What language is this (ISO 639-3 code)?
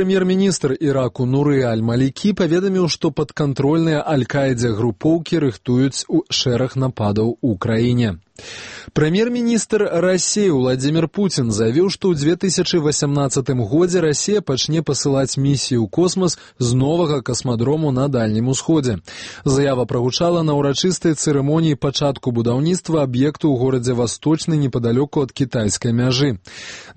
bel